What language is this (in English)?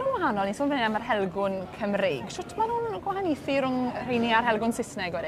Welsh